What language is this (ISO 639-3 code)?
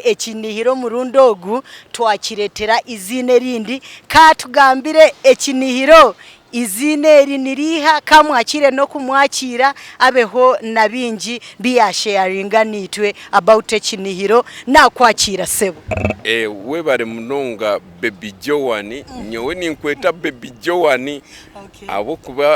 nyn